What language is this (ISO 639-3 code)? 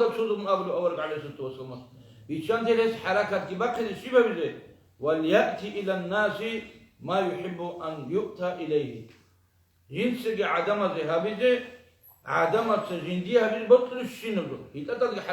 ava